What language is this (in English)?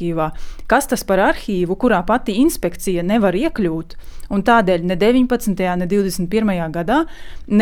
Latvian